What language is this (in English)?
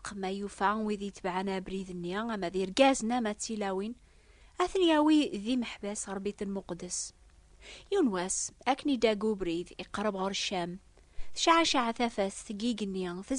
Kabyle